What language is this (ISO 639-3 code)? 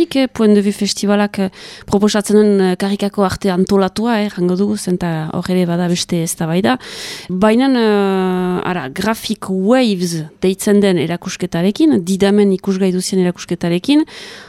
eus